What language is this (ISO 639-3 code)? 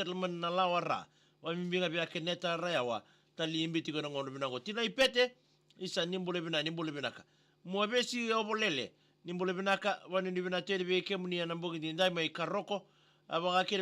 fij